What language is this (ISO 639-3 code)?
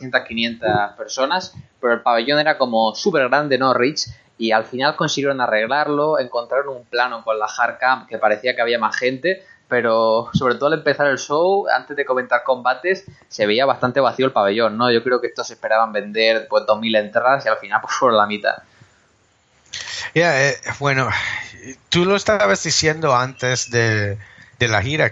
spa